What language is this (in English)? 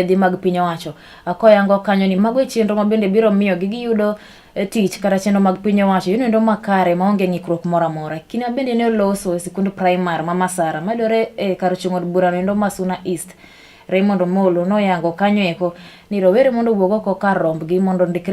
Luo (Kenya and Tanzania)